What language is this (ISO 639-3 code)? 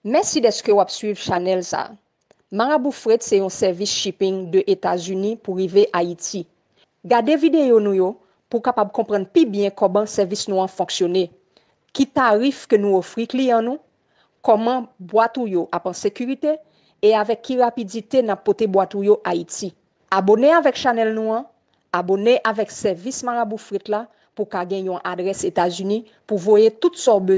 hat